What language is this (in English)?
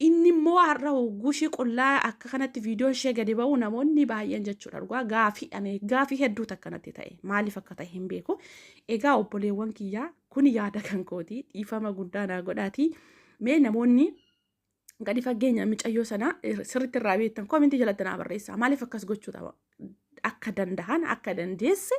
Oromo